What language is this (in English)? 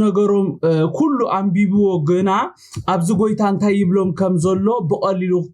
Tigrinya